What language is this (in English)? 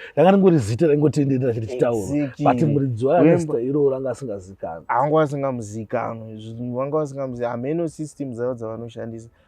Shona